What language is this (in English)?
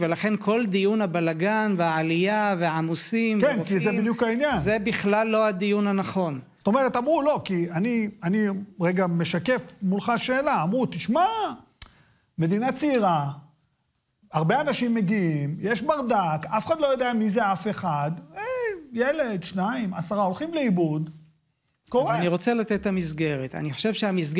Hebrew